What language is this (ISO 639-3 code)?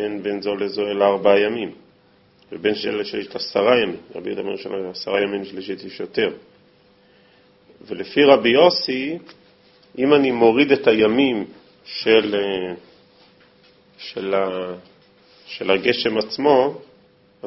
heb